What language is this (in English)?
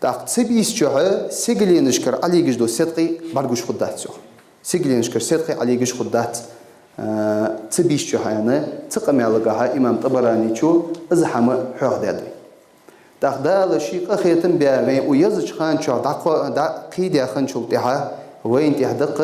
Ingush